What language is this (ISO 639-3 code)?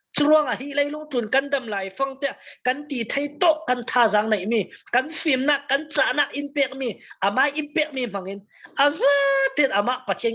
cfm